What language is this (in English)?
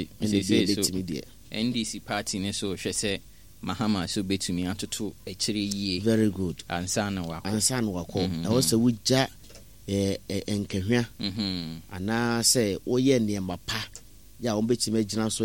Akan